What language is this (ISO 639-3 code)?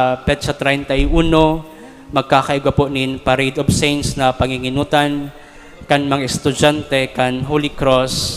bik